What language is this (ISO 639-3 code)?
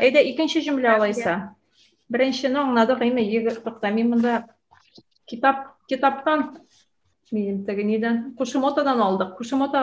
tat